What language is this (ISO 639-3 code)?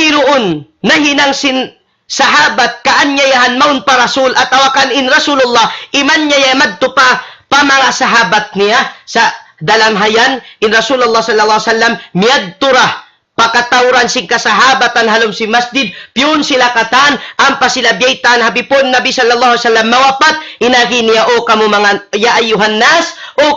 tsg